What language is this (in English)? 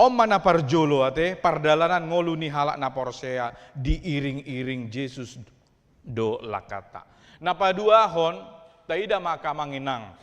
Batak Toba